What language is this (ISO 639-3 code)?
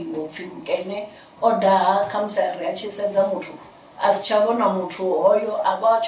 ven